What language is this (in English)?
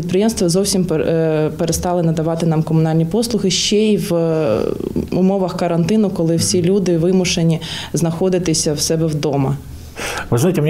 Ukrainian